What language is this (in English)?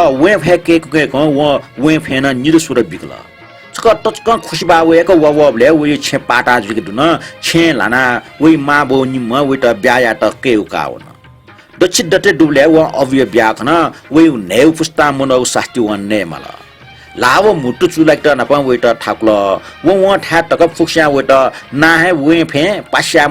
Newari